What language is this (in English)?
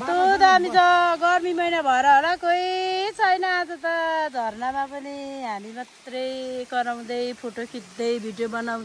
Nepali